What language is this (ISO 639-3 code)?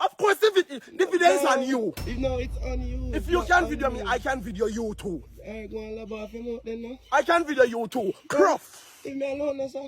jam